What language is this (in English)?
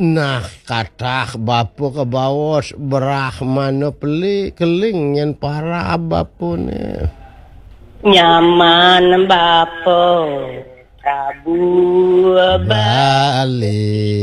Balinese